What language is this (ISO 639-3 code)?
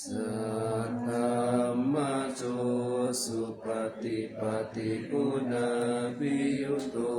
pli